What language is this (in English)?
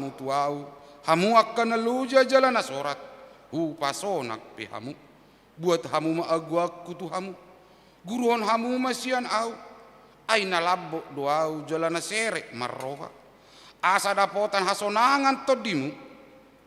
Batak Toba